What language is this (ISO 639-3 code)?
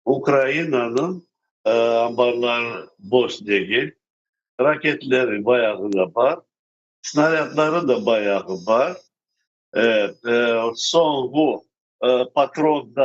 crh